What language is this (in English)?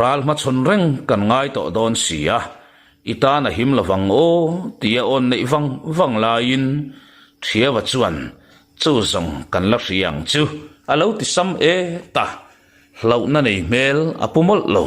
Mizo